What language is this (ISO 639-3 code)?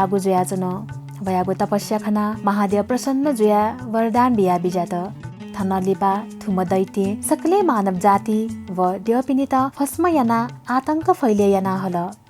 new